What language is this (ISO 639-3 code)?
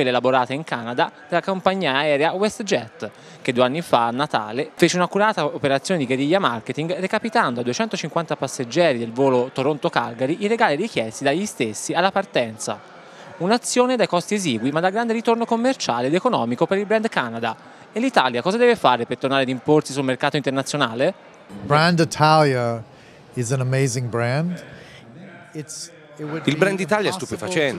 ita